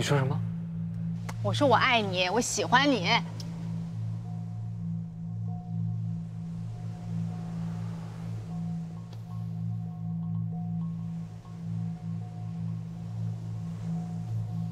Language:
Chinese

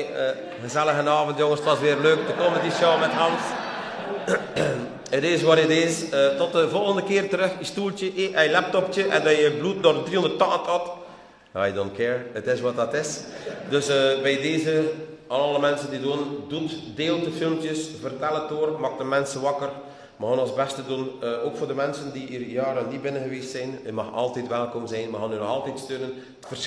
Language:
Dutch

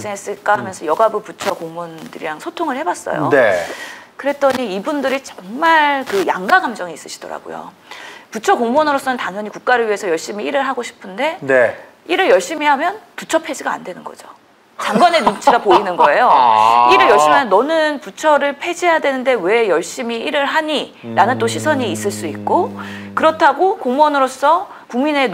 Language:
Korean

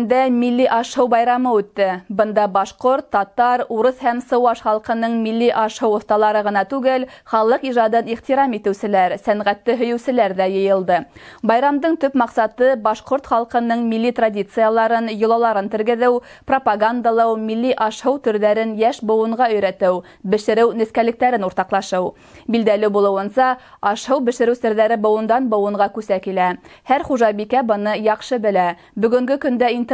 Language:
Bashkir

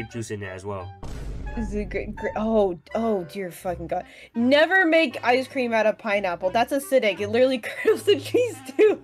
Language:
English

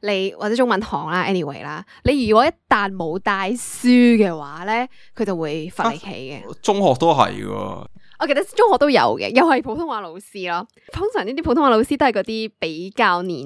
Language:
Cantonese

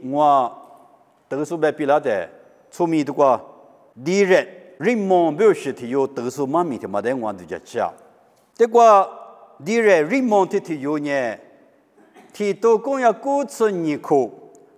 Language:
Lisu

